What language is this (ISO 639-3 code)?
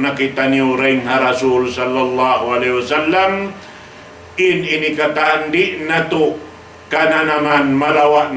tsg